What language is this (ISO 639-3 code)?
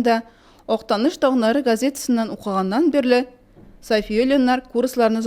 tat